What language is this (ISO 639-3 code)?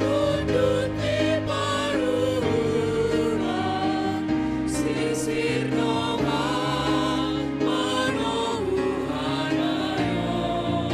bts